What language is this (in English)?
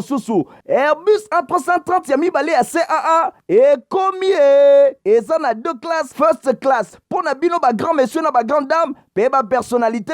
Lingala